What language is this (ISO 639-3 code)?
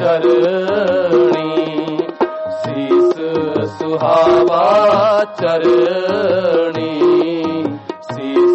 pan